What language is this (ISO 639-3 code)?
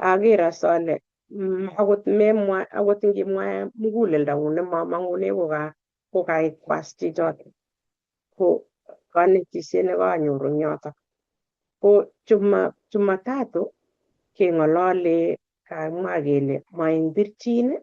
kln